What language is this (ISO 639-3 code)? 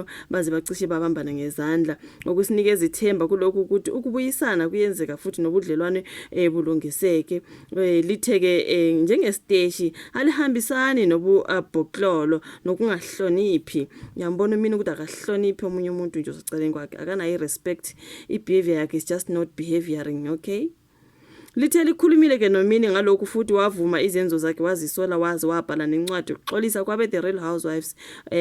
zul